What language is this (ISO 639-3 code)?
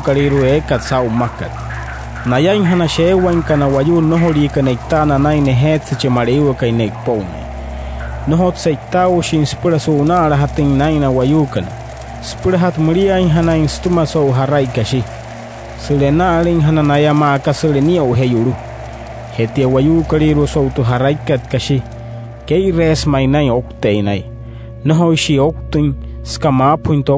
guc